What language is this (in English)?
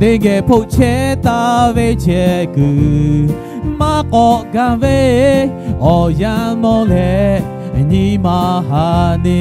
Lahu